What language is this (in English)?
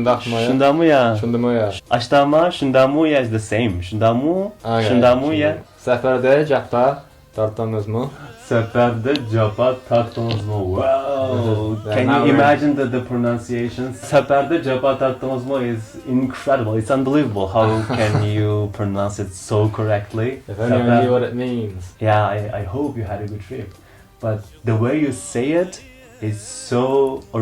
Uyghur